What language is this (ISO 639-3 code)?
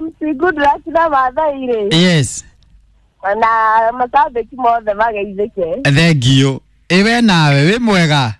kik